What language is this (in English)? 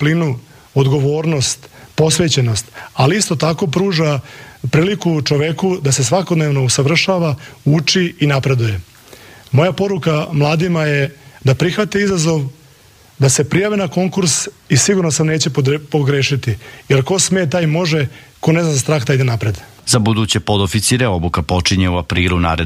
Serbian